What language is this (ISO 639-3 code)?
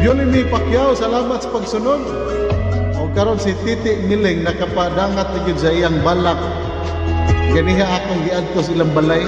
ceb